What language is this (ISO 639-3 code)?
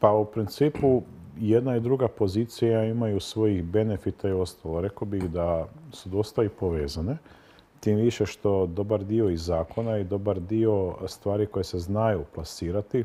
hrv